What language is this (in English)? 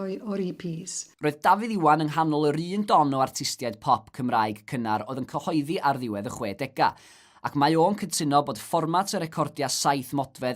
Welsh